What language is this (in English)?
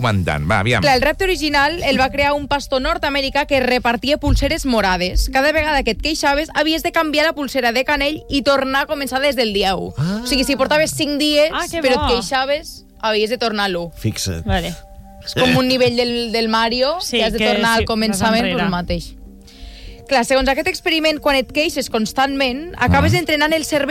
Catalan